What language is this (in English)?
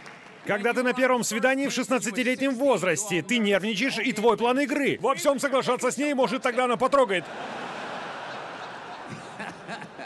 Russian